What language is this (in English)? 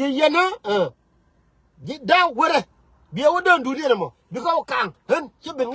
Nuer